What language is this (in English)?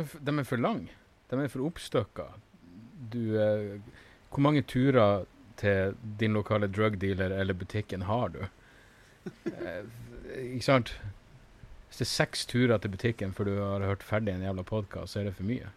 Norwegian